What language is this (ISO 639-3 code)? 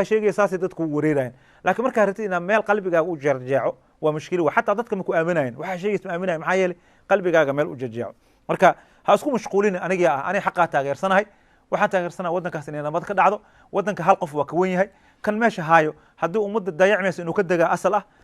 som